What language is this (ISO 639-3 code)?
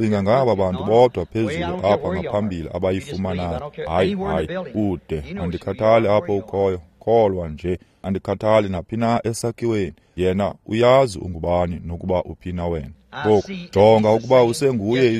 xho